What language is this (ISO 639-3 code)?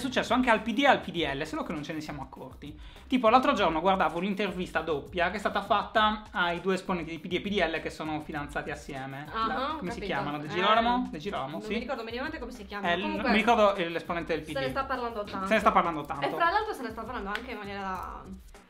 ita